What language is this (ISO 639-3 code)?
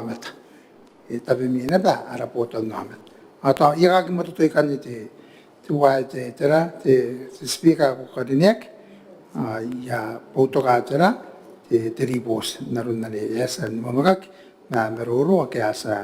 gil